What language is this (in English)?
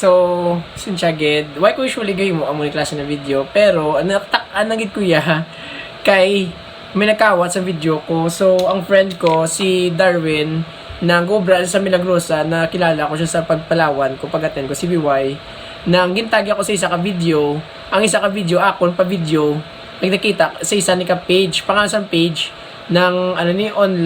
Hiligaynon